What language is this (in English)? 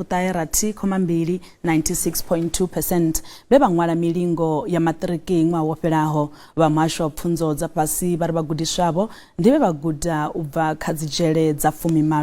Venda